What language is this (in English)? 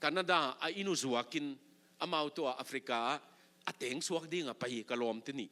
Tedim Chin